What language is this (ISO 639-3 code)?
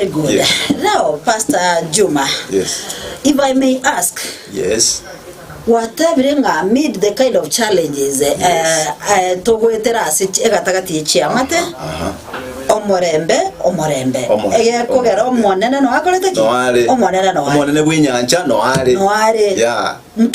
guz